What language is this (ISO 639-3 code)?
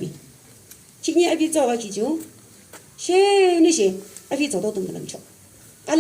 yim